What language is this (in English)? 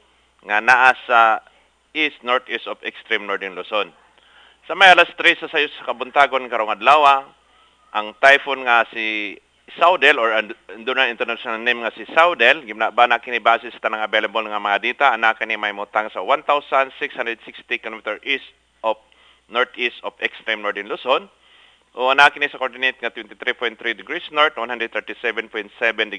Cebuano